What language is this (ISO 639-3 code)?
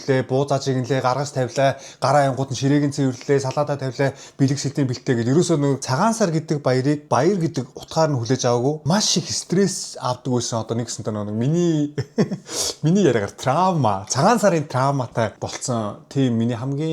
mon